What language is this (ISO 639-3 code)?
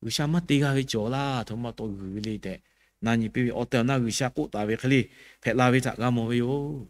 lhu